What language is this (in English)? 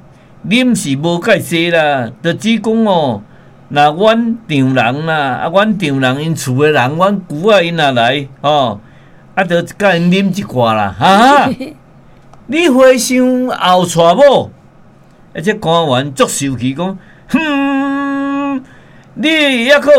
Min Nan Chinese